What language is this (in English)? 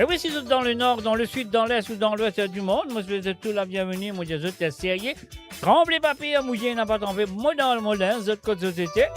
Morisyen